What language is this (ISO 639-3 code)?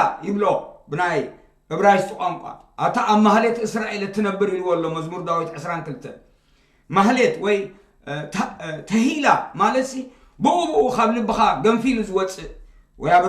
tir